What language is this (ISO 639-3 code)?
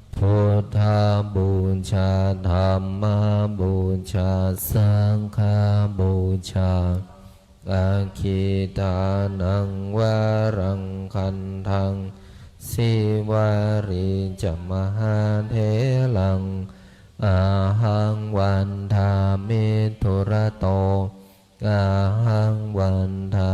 pli